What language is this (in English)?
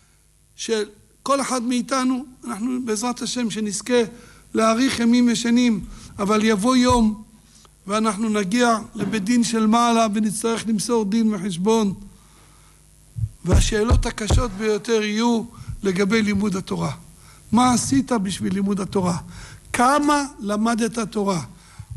Hebrew